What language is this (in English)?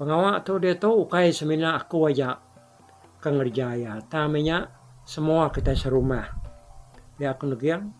Iban